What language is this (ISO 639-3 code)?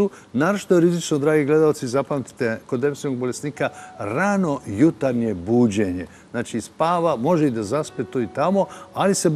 srp